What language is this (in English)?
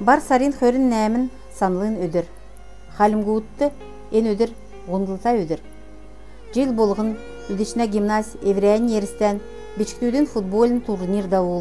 Kalmyk